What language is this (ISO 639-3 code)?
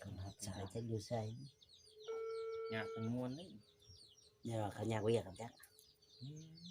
tts